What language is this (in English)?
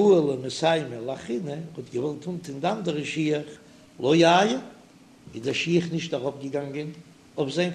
Yiddish